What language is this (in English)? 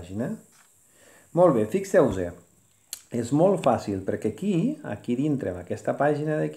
Catalan